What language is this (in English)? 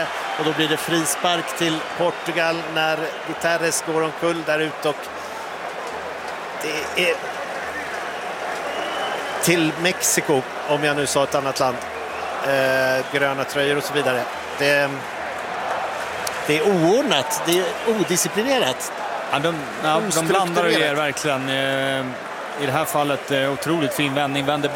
Swedish